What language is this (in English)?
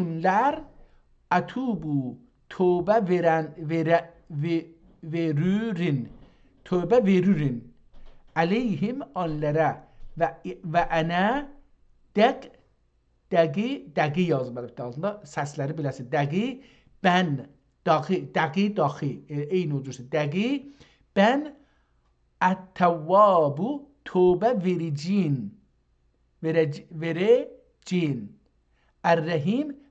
South Azerbaijani